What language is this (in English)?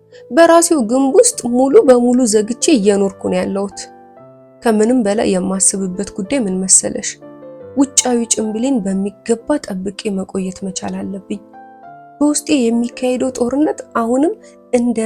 Amharic